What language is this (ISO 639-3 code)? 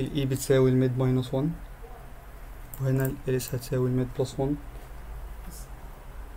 arz